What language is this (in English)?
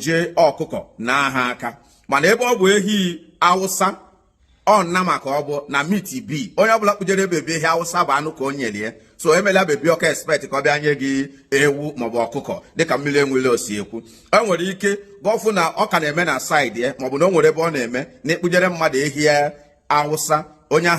Igbo